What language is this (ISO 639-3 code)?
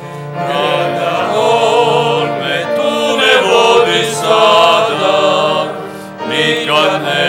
srp